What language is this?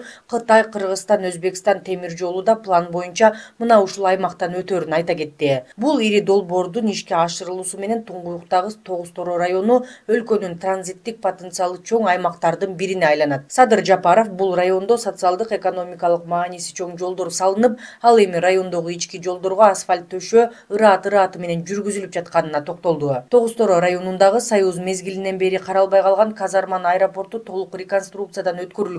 Kyrgyz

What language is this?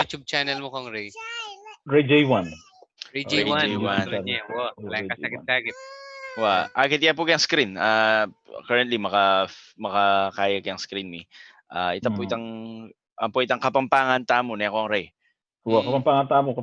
Pampanga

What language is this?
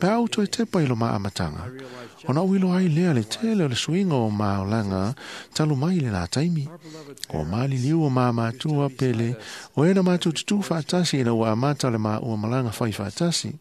Samoan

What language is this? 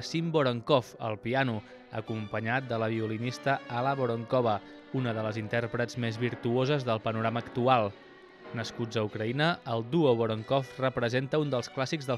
Catalan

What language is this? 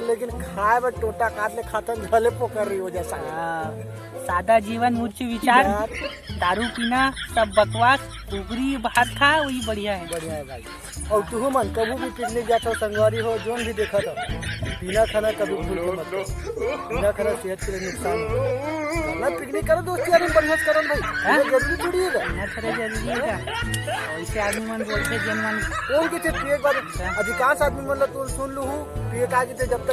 Chhattisgarhi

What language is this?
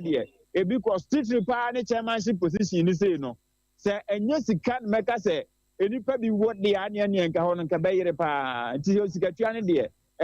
Akan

